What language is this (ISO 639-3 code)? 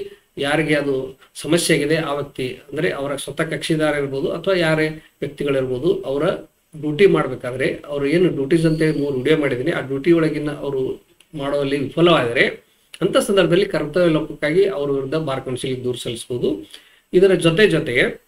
kan